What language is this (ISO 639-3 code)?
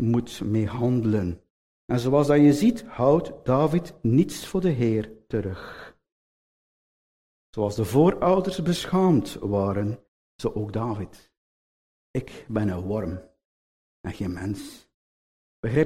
nld